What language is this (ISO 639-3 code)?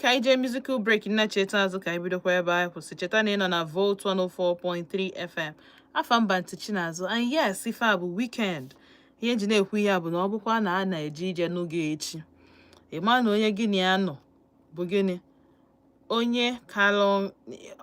ibo